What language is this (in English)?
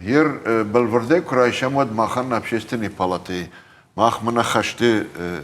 Ossetic